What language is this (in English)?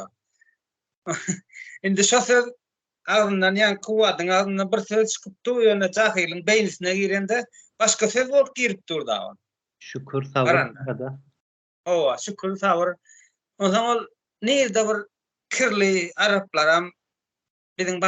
Turkmen